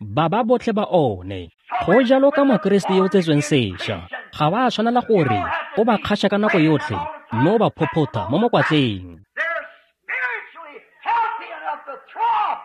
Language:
Tswana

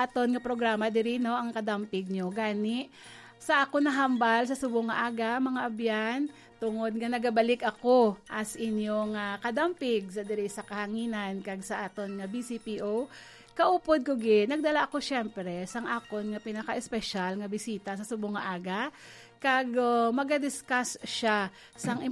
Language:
Hiligaynon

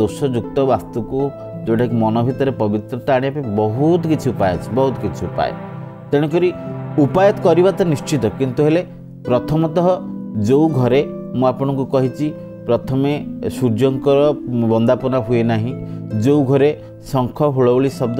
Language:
Odia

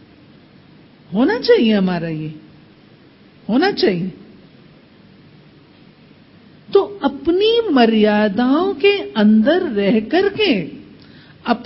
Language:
Hindi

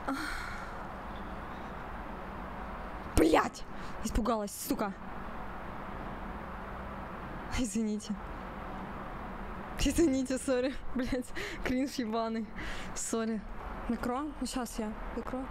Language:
Russian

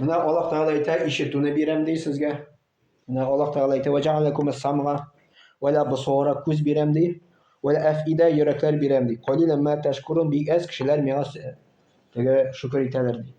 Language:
Tatar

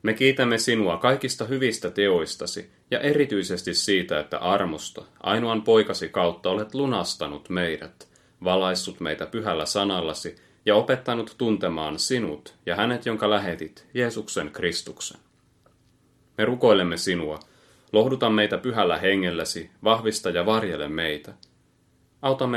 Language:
Finnish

